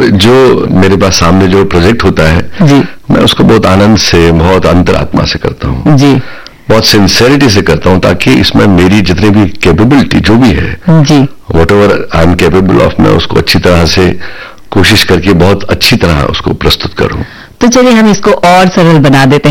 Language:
Hindi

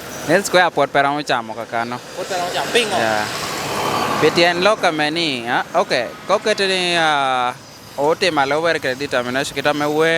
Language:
Lango (Uganda)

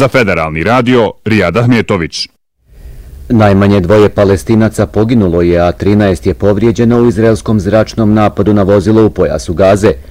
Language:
Bosnian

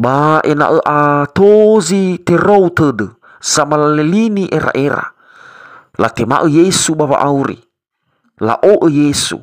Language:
Nias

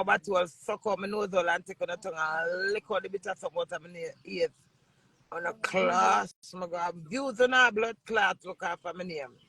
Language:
Jamaican Creole English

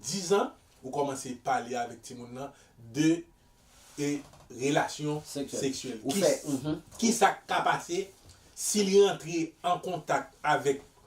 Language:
Haitian Creole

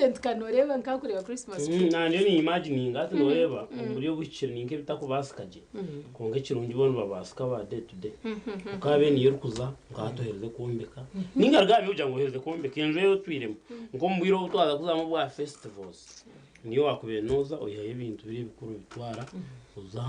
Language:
Nyankole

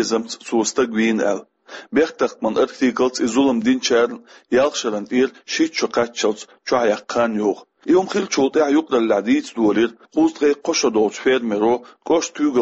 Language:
Chechen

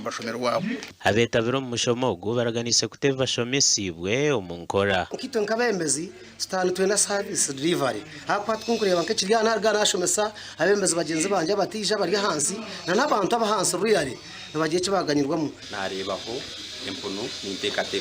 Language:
Nyankole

